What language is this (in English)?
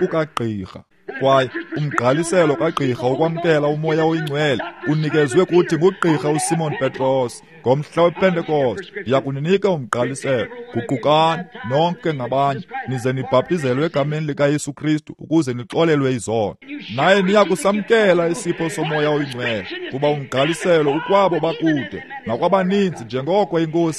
Xhosa